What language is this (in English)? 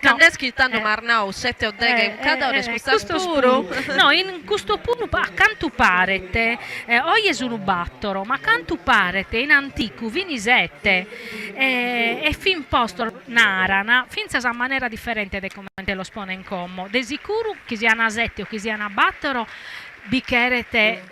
Sardinian